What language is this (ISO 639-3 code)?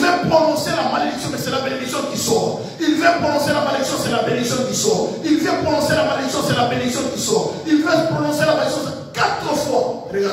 fra